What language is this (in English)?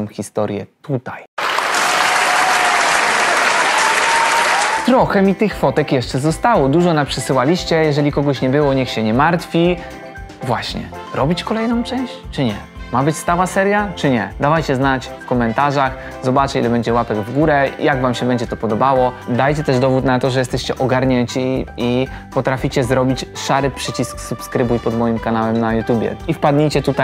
Polish